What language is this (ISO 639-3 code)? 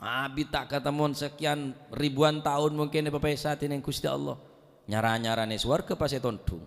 mad